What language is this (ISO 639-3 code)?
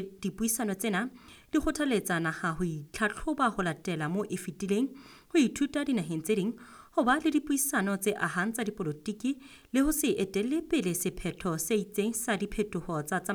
sot